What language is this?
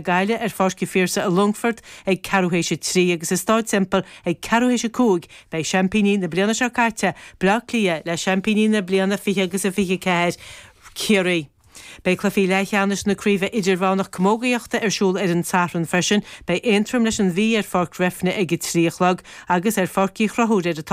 Irish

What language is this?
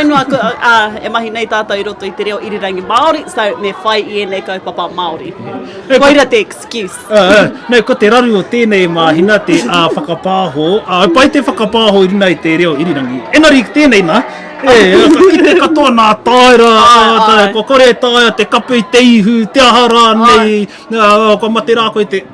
Māori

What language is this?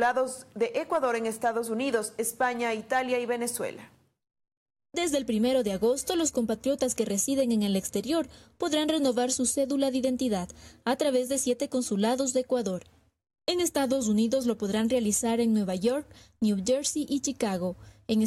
Spanish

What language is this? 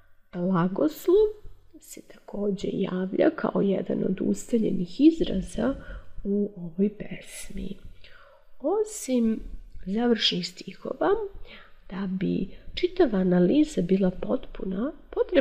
Serbian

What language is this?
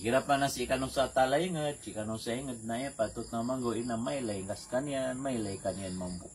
Maranao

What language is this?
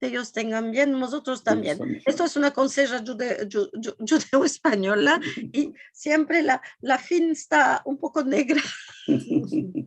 Ladino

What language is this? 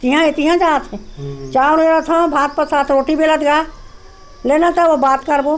Chhattisgarhi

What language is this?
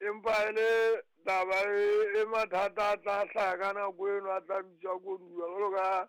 Southern Sotho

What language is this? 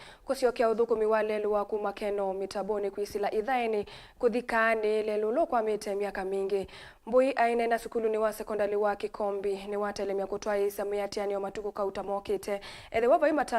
Kamba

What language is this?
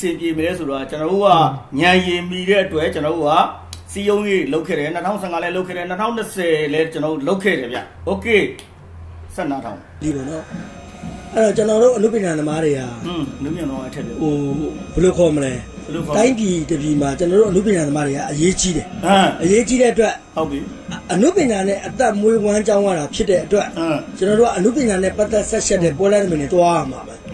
Burmese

